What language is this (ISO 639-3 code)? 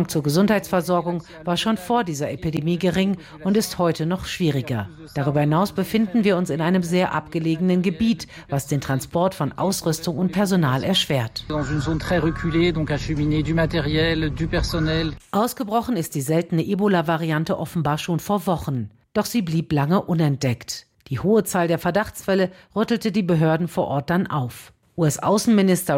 deu